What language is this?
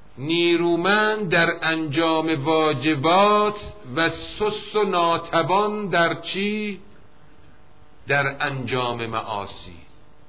Persian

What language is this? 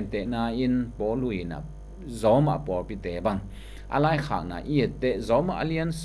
Tedim Chin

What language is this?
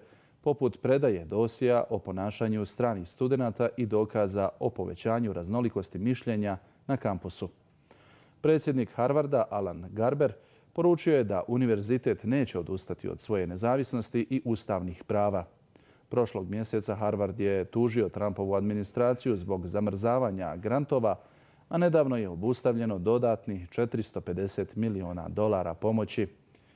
Bosnian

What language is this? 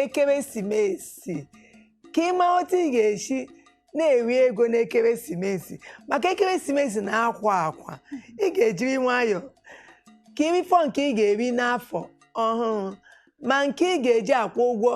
Igbo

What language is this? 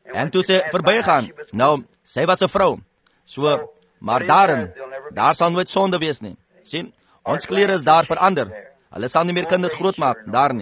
Afrikaans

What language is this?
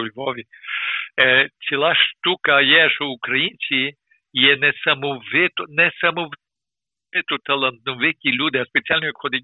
Ukrainian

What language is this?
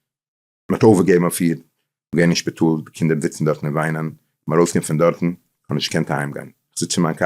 Yiddish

